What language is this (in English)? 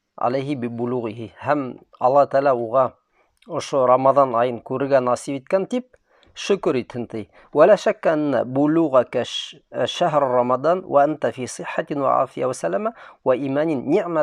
Bashkir